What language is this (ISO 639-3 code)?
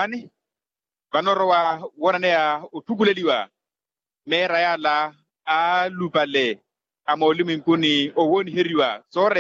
vmw